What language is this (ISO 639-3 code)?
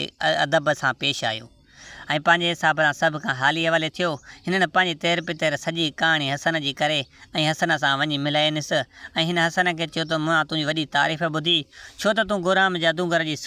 snd